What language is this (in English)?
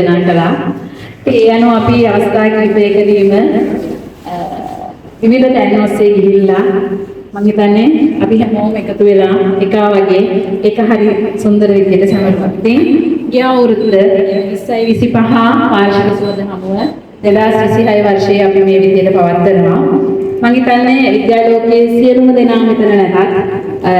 Sinhala